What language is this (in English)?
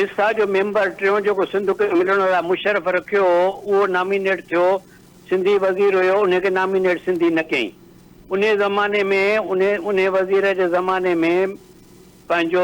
Sindhi